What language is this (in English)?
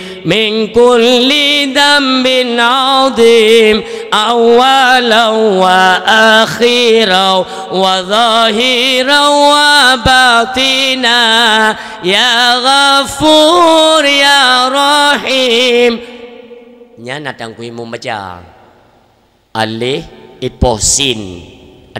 Achinese